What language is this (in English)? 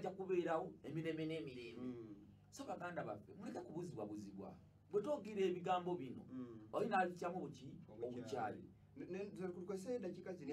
Ganda